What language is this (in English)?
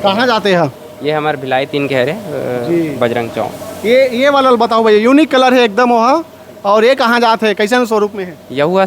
Chhattisgarhi